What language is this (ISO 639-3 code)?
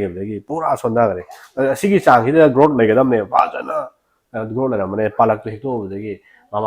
mni